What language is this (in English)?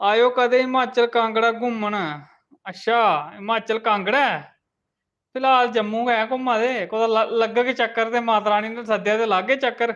Dogri